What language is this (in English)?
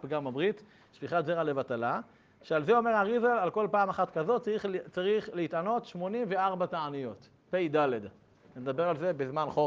Hebrew